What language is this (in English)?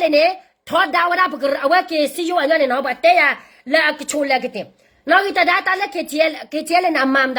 S'gaw Karen